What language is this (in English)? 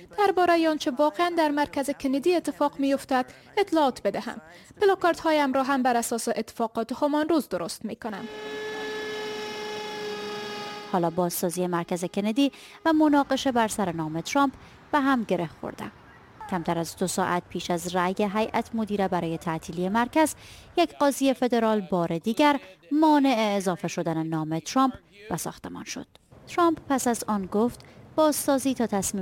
Persian